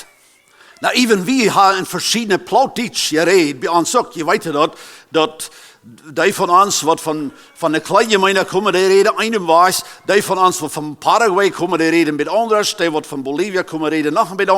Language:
Plautdietsch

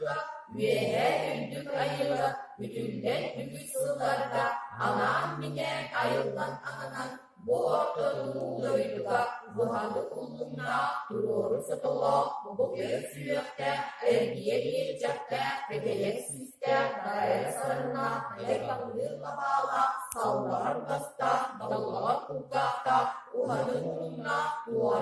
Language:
Yakut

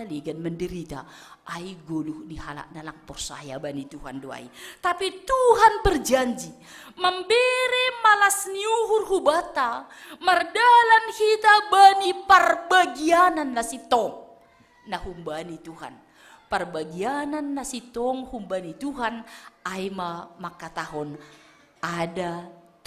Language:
Batak Simalungun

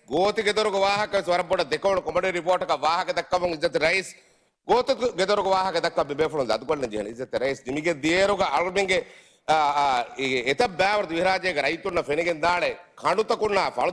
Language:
Divehi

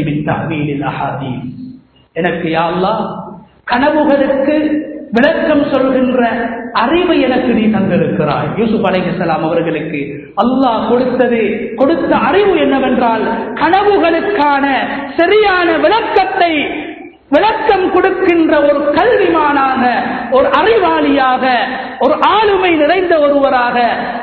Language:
Tamil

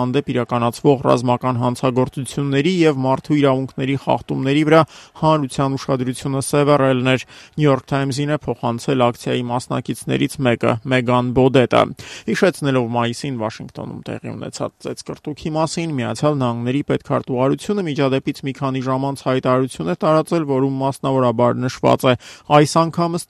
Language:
Armenian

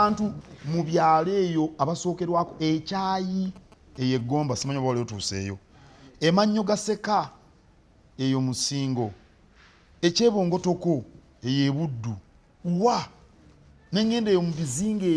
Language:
Ganda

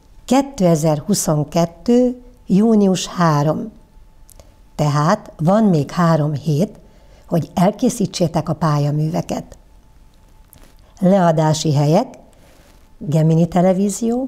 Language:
Hungarian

